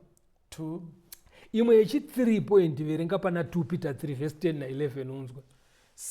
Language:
Shona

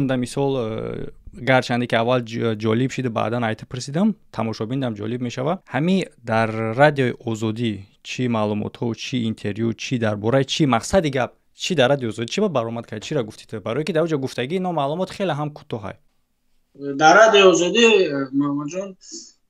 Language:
Tajik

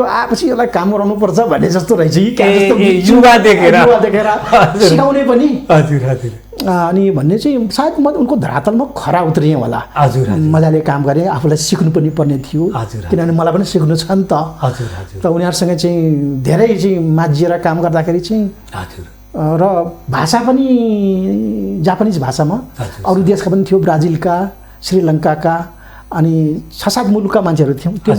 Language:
Nepali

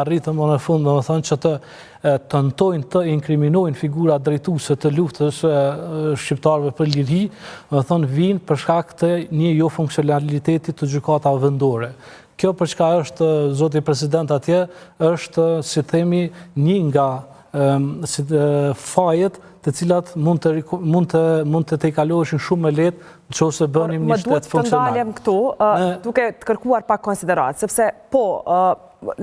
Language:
Albanian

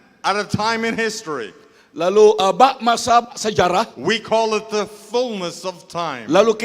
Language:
Iban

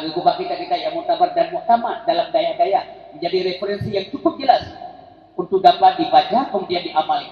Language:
Achinese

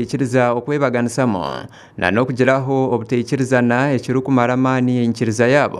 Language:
Nyankole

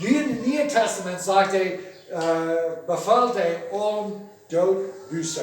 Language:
Plautdietsch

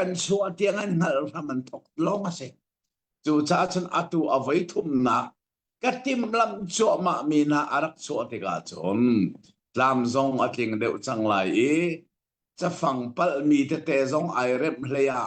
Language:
Hakha Chin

